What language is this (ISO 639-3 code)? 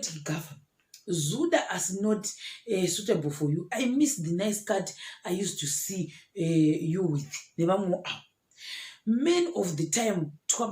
sna